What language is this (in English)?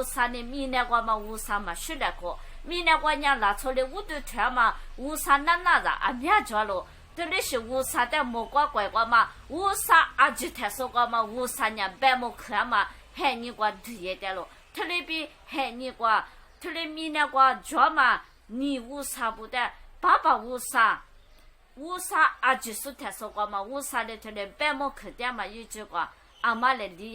Lisu